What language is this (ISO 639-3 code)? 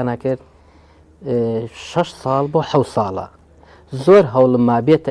ckb